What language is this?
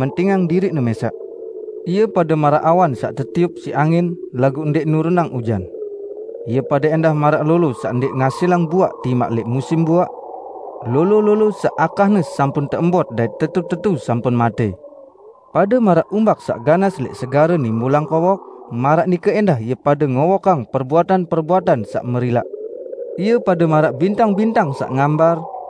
Sasak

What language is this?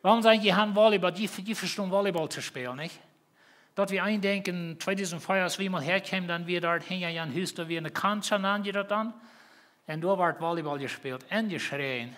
Plautdietsch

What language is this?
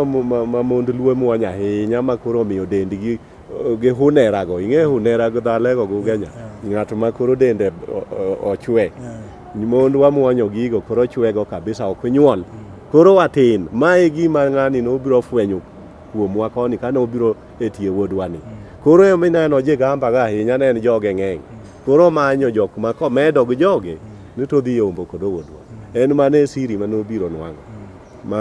Luo (Kenya and Tanzania)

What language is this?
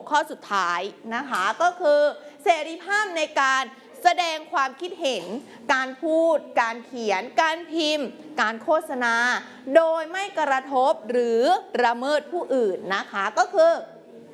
Thai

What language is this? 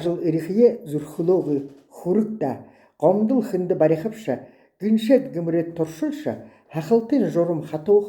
Buriat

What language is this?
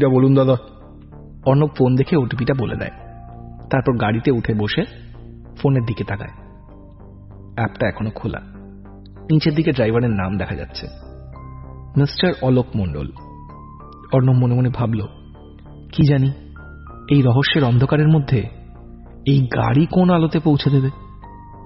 Bangla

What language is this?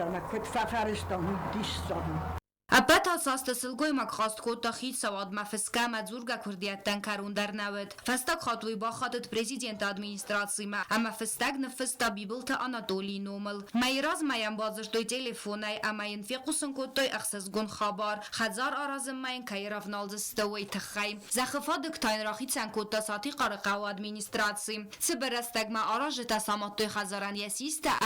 Ossetic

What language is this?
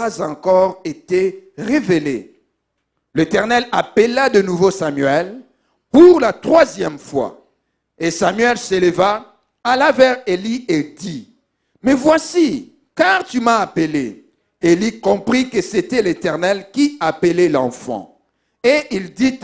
French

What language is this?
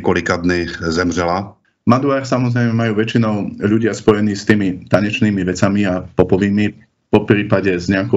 Slovak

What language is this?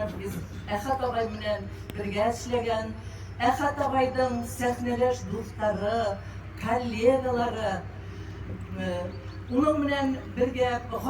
Tatar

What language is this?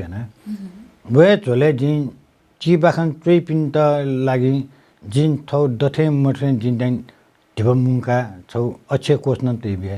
Newari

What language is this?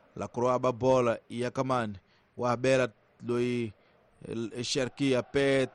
Tsonga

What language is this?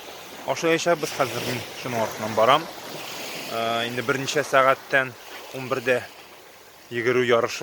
Tatar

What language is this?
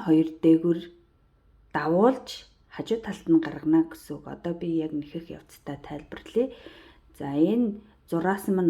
Mongolian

